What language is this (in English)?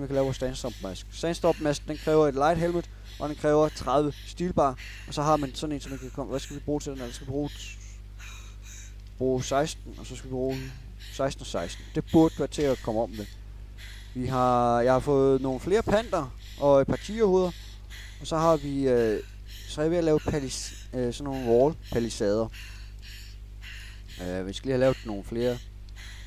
Danish